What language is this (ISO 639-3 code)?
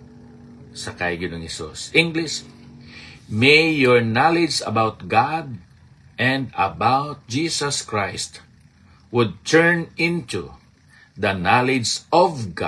hil